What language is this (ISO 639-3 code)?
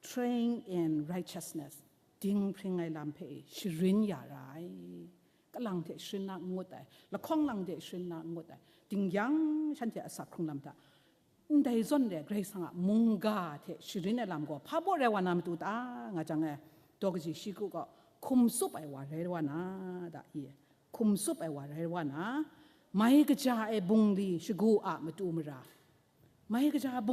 kac